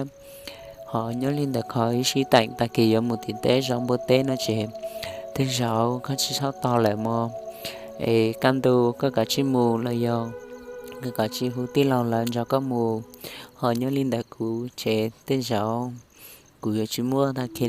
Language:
Hmong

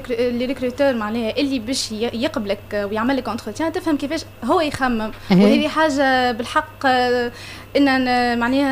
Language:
Tunisian Arabic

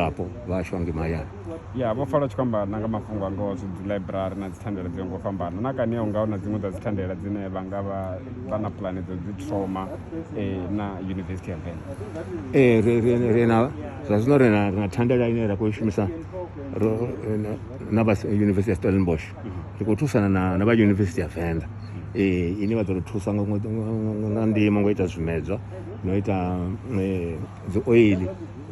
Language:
Venda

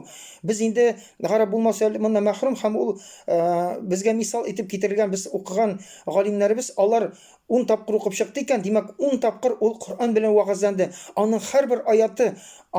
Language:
Tatar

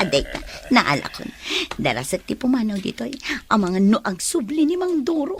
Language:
Iloko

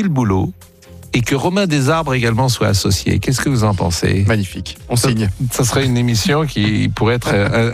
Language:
French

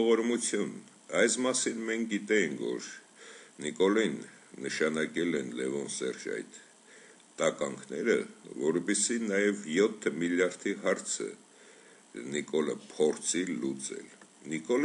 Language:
Armenian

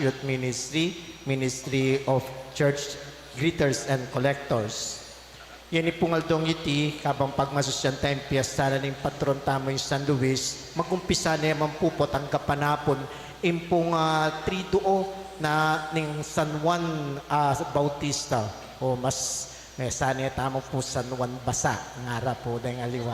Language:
Pampanga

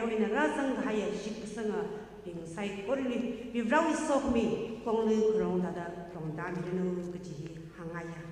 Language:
Tangkhul Naga (India)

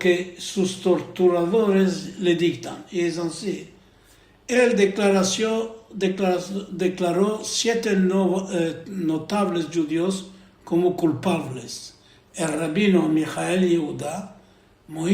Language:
Ladino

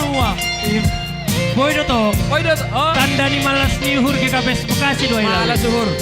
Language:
Batak Simalungun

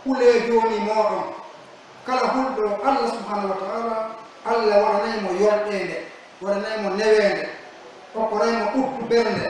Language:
Pular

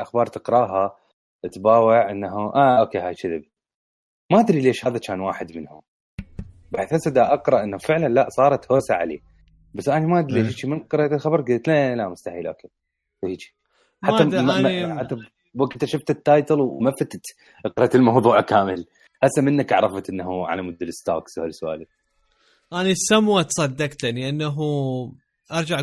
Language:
Mesopotamian Arabic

